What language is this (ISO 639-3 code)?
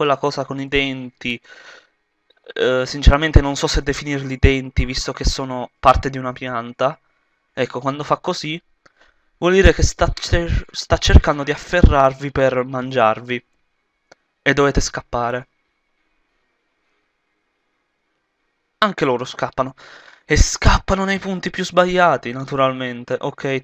ita